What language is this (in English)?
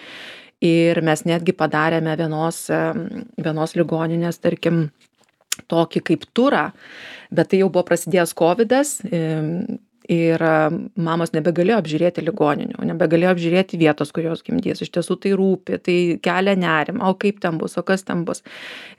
Lithuanian